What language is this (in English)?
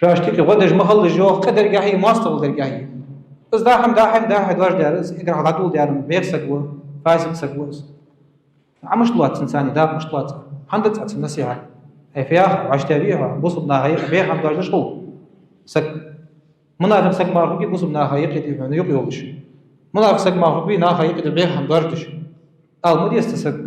Ingush